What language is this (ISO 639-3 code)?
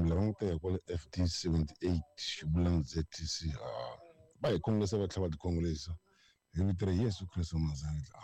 tso